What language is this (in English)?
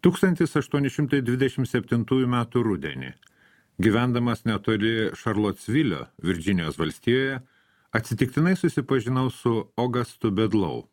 Lithuanian